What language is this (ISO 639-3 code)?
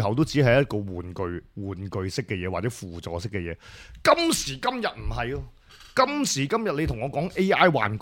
yue